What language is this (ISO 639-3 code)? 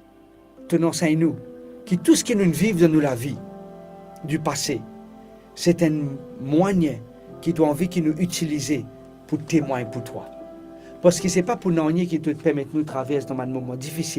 mfe